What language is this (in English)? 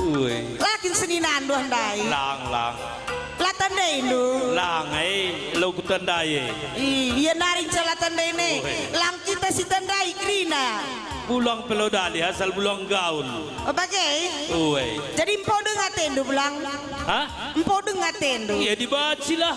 Batak Karo